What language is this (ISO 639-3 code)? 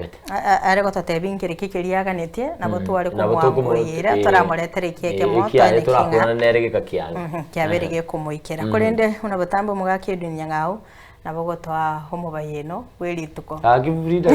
guz